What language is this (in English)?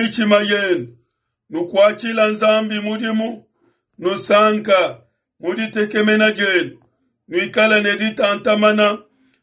Luba-Lulua